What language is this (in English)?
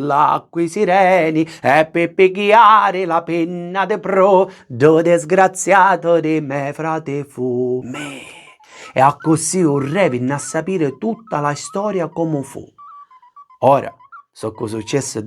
Sicilian